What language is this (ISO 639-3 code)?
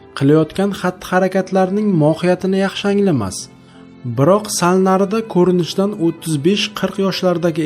uzb